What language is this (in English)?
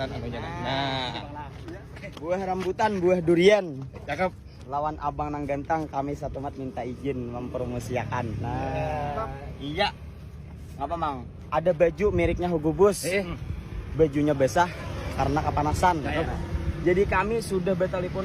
Banjar